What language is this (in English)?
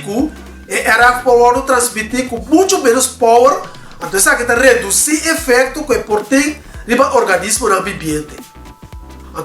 Papiamento